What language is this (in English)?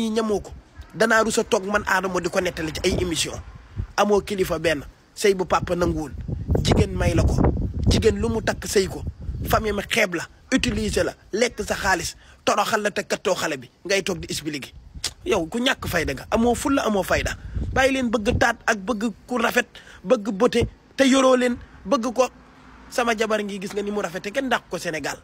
Wolof